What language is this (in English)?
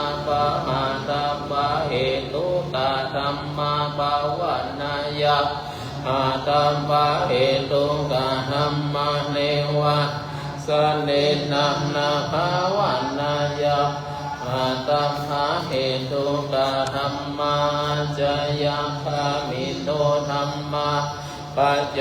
Pali